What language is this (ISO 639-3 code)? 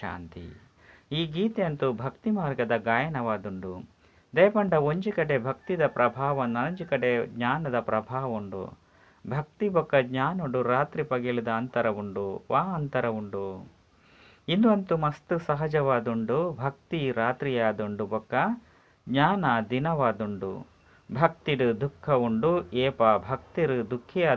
tcy